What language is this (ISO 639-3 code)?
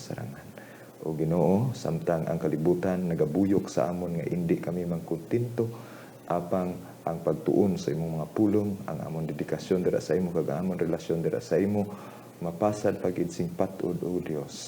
hil